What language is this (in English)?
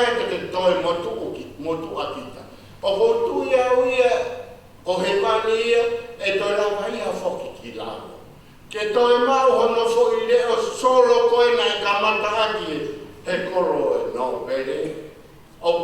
Tongan